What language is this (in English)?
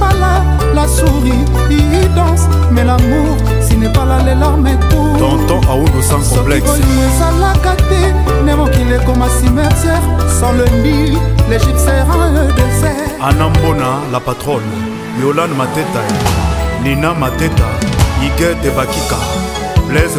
French